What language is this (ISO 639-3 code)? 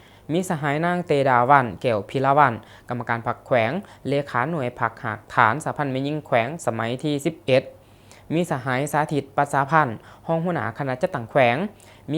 lao